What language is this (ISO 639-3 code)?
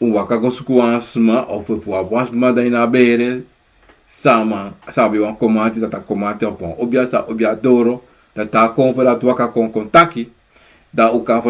srn